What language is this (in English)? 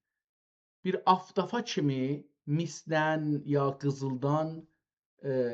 South Azerbaijani